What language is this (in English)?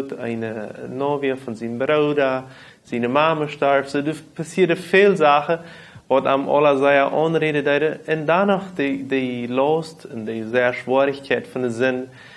Plautdietsch